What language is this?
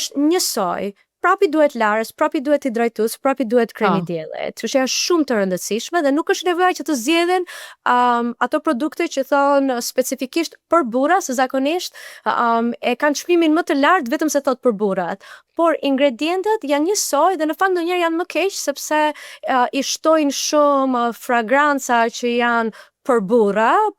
Albanian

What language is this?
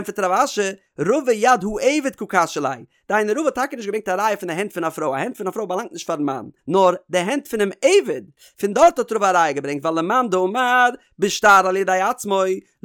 Yiddish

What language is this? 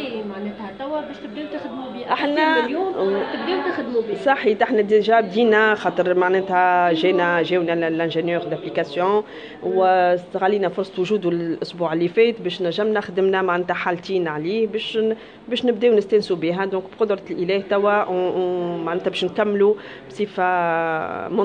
Tunisian Arabic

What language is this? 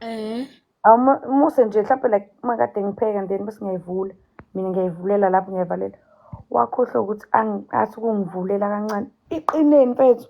Zulu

